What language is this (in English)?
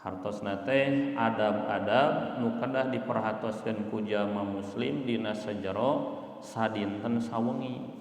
Sundanese